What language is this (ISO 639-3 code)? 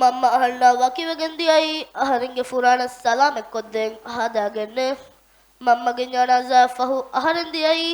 div